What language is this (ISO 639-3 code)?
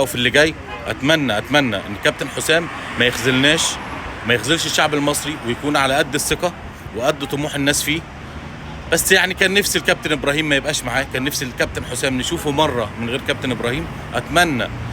arz